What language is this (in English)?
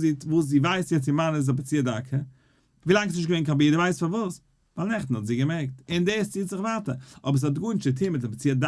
Yiddish